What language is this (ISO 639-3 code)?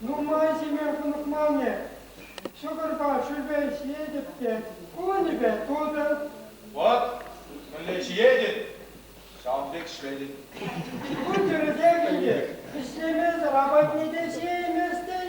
chv